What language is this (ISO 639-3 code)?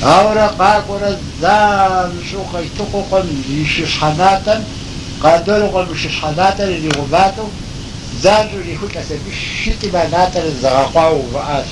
kbd